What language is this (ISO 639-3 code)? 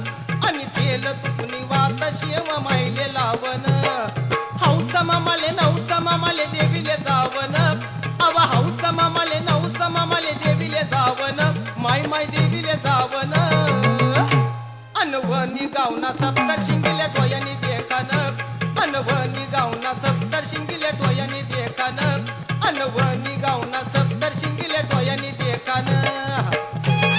mar